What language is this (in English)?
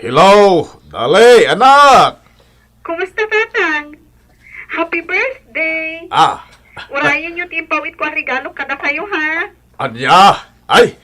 Iloko